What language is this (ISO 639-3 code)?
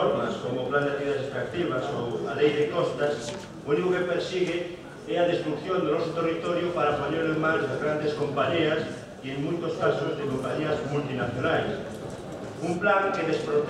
glg